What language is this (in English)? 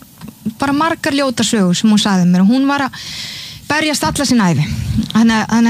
Icelandic